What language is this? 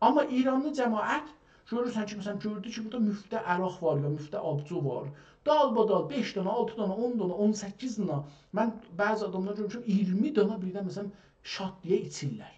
South Azerbaijani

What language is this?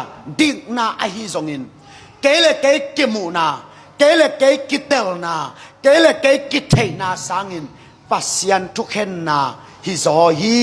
Tedim Chin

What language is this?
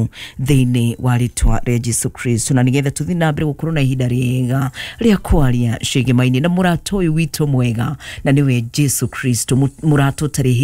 Kikuyu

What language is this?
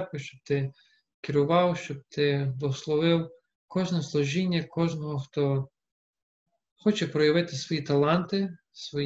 Ukrainian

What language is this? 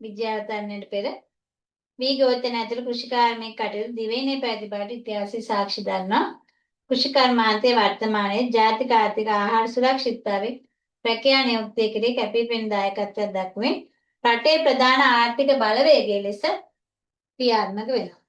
Sinhala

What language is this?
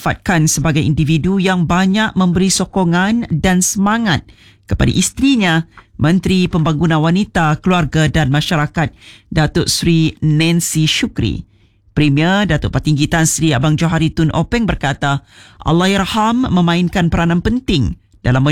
Malay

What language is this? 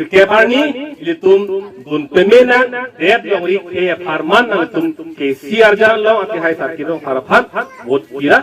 Karbi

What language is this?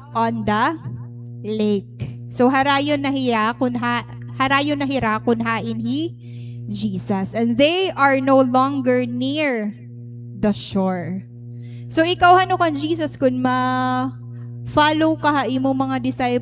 Waray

